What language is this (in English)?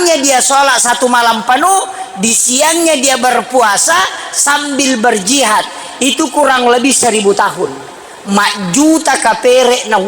Buginese